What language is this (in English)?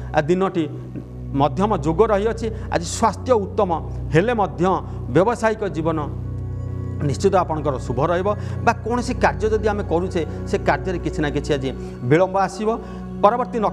Odia